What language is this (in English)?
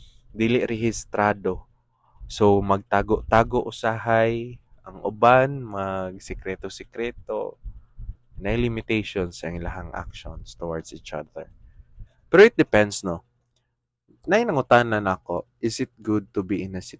Cebuano